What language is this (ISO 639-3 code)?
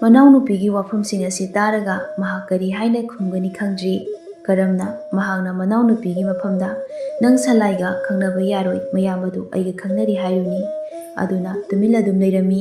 mni